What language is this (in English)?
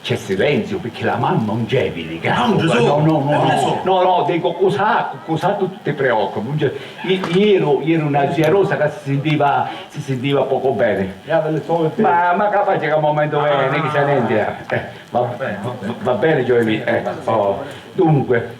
Sicilian